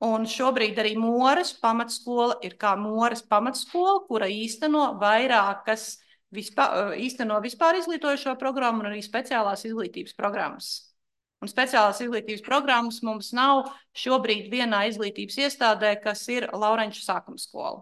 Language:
Latvian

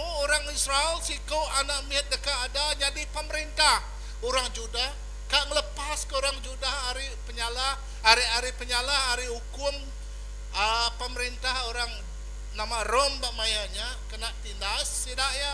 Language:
Iban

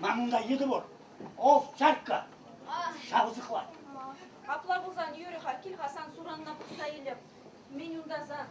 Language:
Chuvash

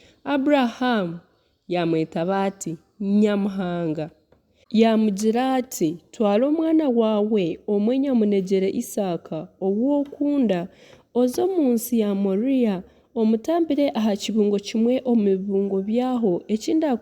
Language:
Nyankole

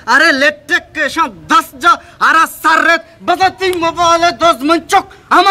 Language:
Baluchi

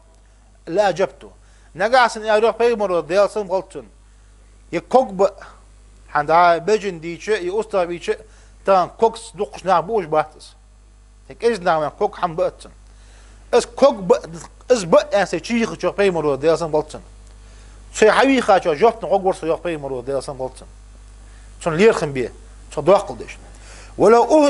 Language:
Ingush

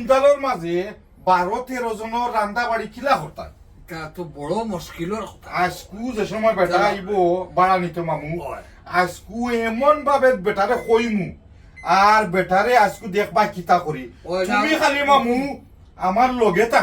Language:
Sylheti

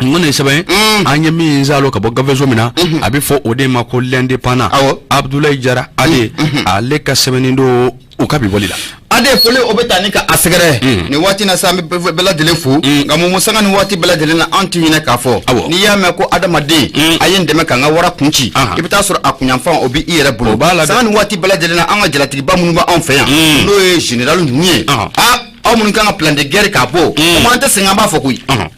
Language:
Bambara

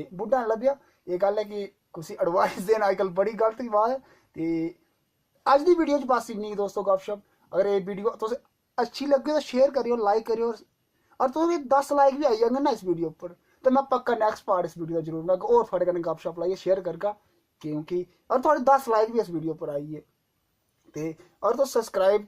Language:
Dogri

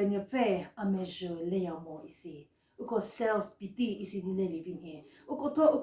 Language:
Angami Naga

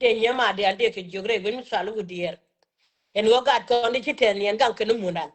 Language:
Nuer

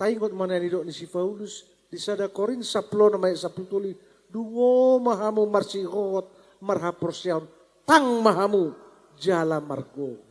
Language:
Batak Toba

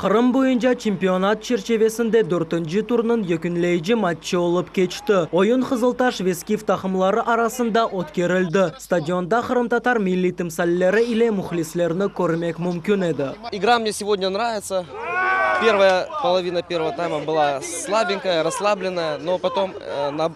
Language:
Crimean Tatar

